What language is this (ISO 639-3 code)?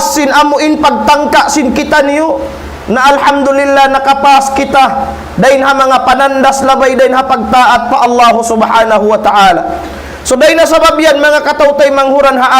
tsg